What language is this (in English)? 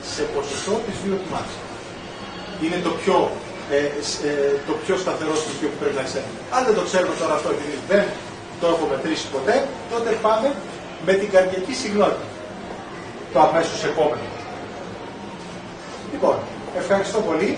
Greek